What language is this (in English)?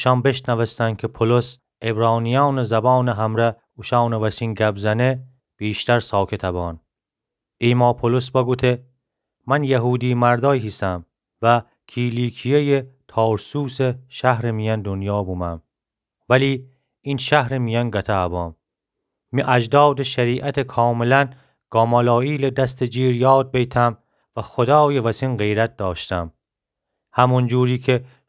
Gilaki